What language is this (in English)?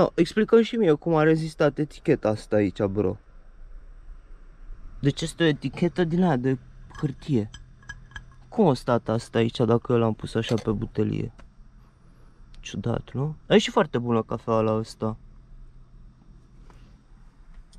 Romanian